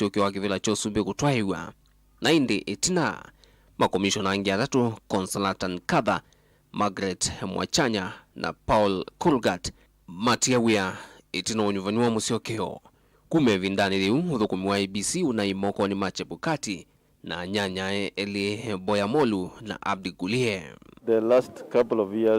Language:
Kamba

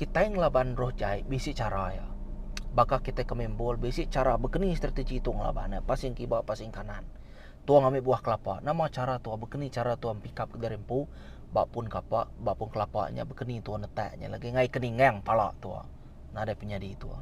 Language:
Iban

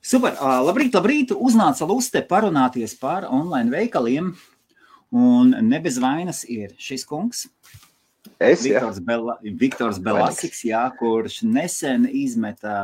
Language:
Latvian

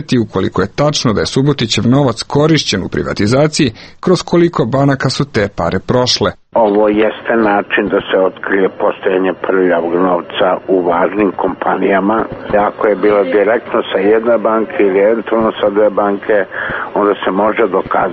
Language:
Serbian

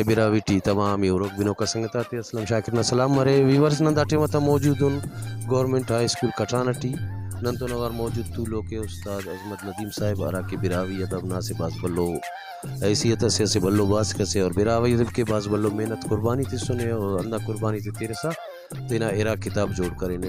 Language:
Brahui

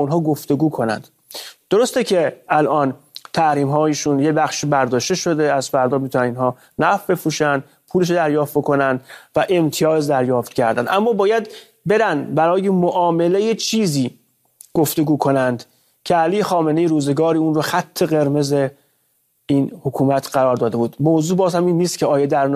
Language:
Persian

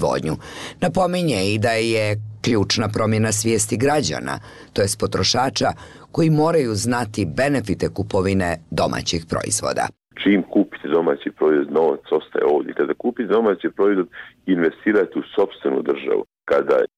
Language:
Bosnian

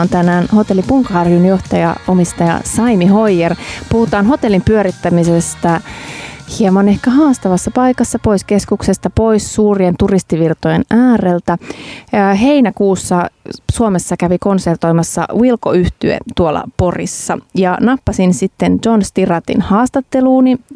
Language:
Finnish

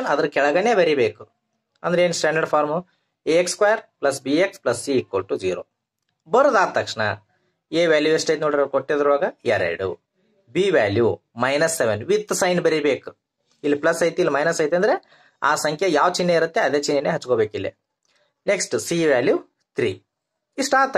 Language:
Kannada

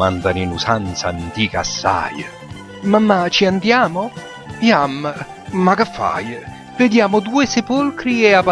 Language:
Neapolitan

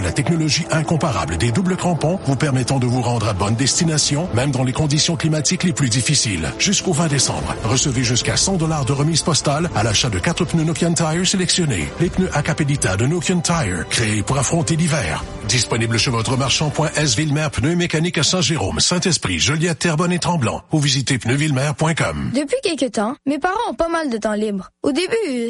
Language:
French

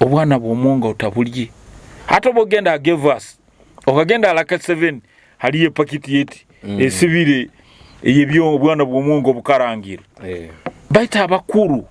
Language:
Nyoro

